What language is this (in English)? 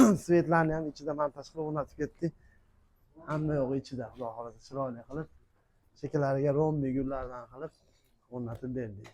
Uzbek